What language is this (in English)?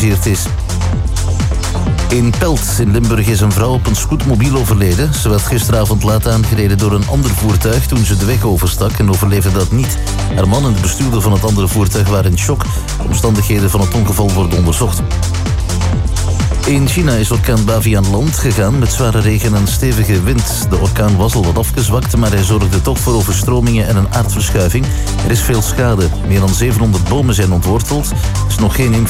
Dutch